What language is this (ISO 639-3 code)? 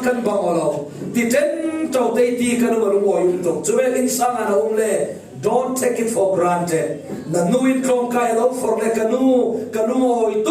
cfm